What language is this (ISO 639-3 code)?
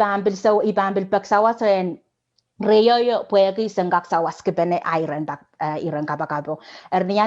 pon